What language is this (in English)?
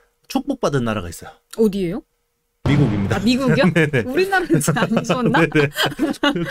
Korean